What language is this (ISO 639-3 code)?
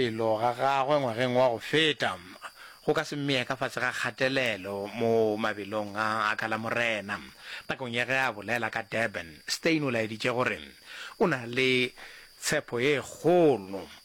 nso